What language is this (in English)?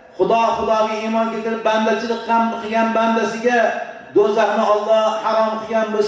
Uzbek